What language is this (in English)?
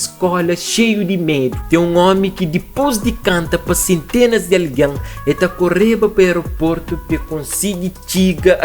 Kabuverdianu